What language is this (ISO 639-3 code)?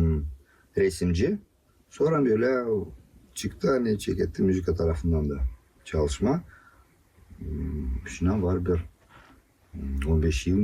gag